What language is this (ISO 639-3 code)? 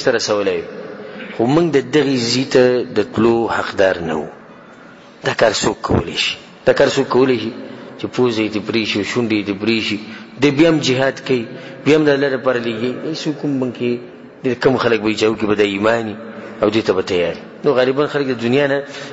pus